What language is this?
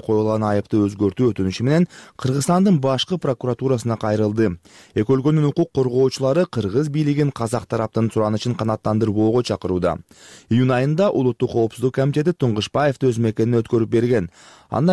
Kyrgyz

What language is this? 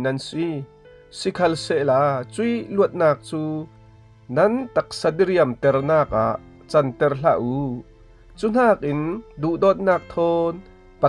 Falam Chin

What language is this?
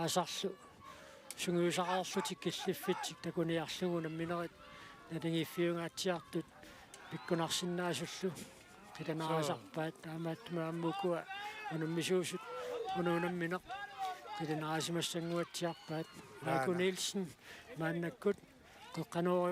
Kalaallisut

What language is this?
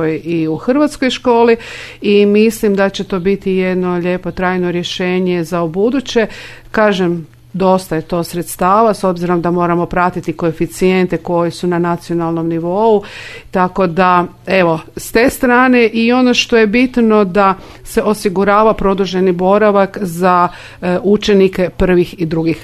Croatian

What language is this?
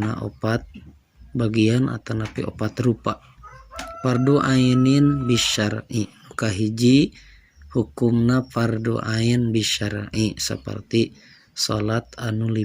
Sundanese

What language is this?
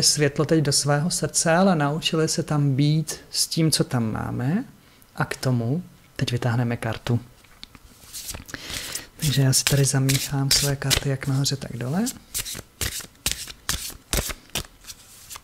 Czech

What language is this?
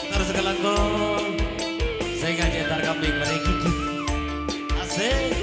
Madurese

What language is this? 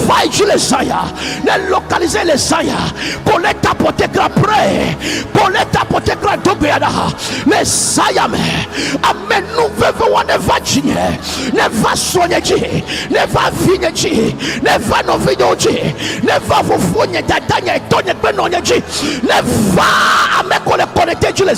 Ewe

